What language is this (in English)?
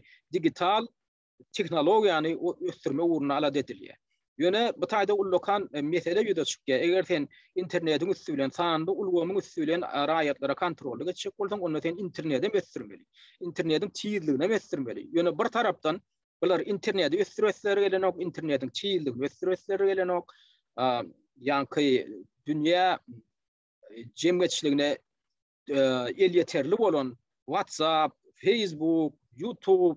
Turkmen